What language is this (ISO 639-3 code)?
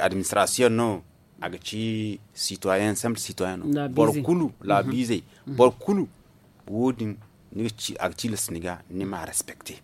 dje